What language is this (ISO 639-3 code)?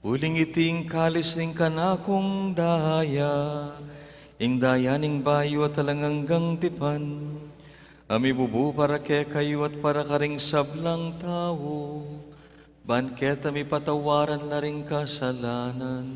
pam